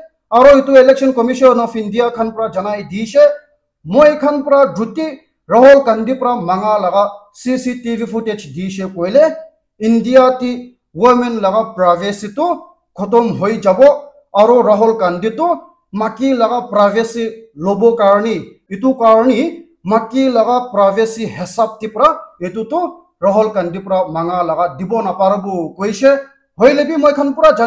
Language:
Naga Pidgin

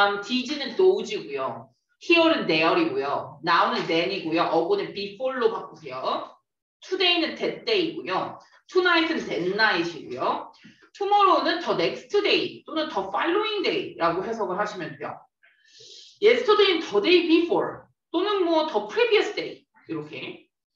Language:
Korean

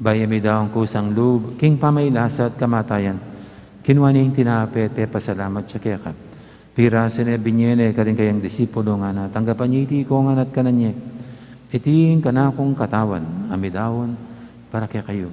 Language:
Pampanga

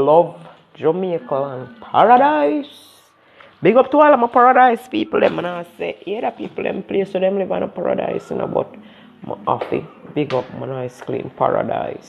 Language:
Jamaican Creole English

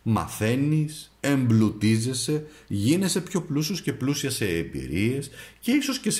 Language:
Greek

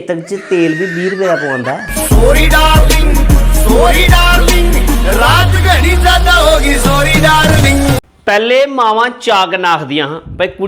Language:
Dogri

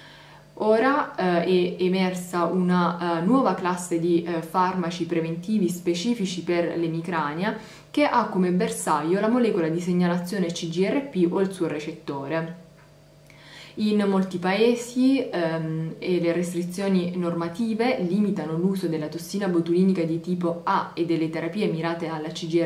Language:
Italian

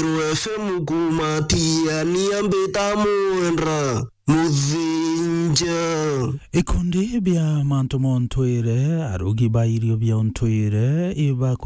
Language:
Meru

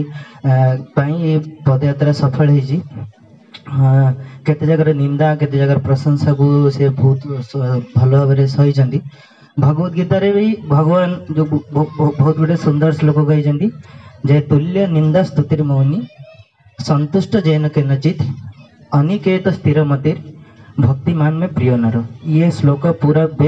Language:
Odia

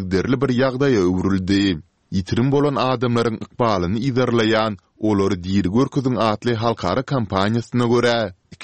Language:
Turkmen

